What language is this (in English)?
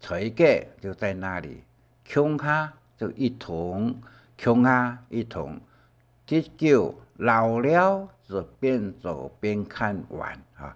Hakka Chinese